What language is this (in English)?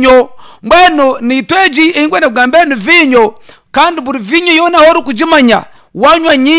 Nyoro